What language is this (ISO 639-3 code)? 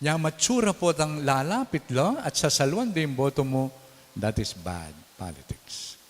pam